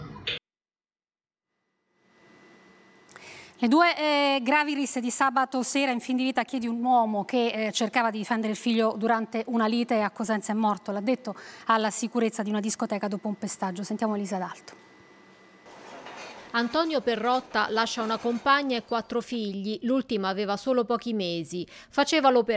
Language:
Italian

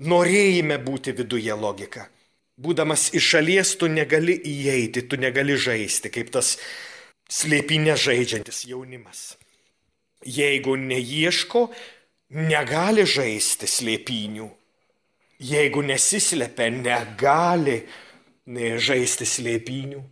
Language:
Lithuanian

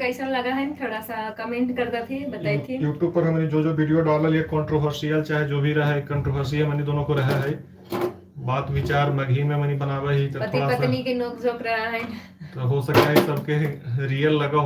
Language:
Magahi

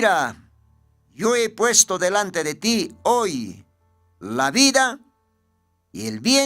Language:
Aymara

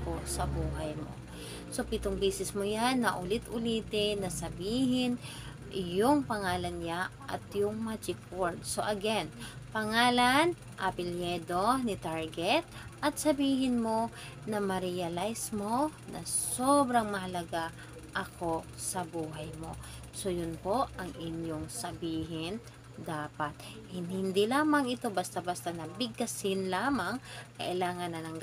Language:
Filipino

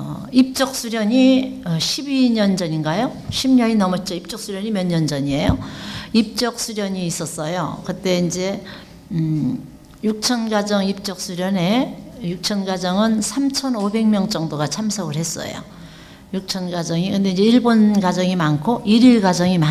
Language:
Korean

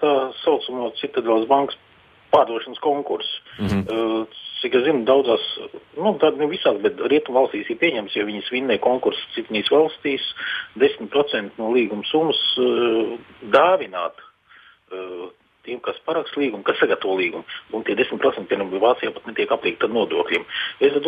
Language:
Latvian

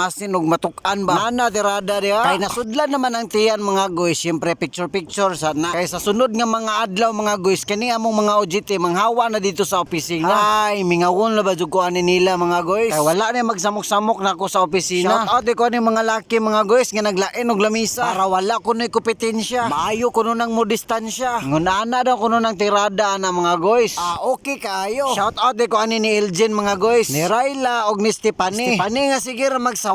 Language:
Cebuano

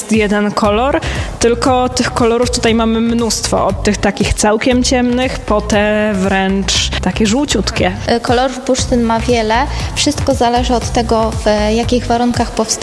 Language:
Polish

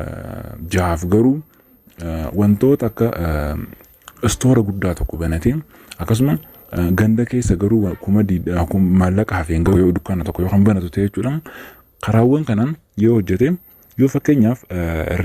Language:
Oromo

